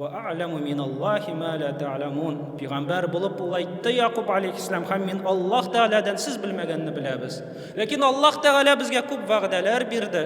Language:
Tatar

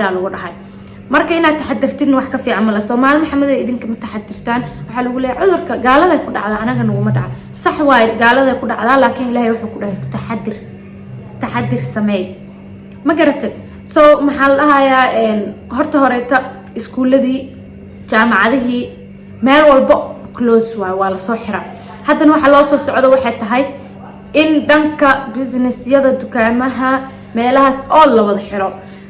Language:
Somali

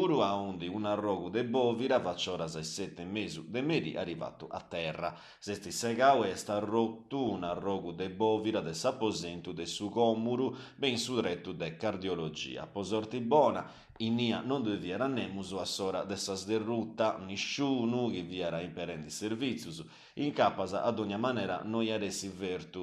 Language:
Sardinian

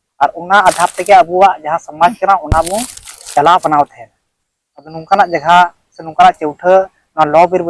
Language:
Santali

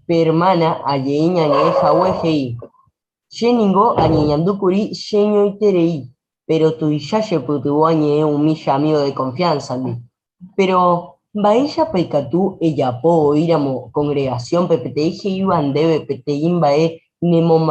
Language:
Guarani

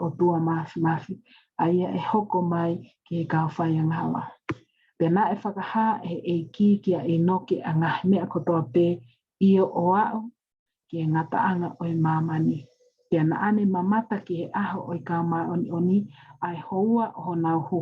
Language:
Tongan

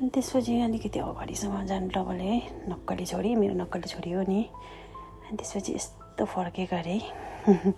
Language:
Nepali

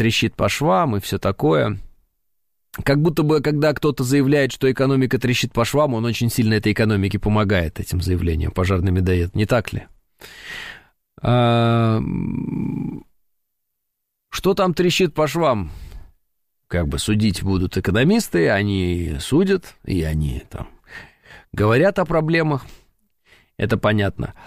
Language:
Russian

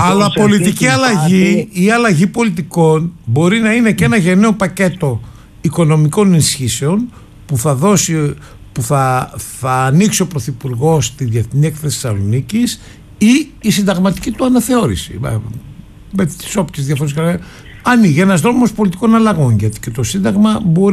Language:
Greek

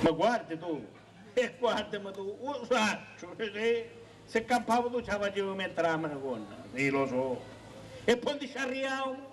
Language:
Sicilian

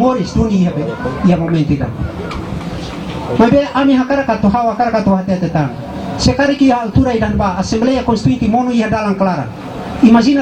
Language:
Tetum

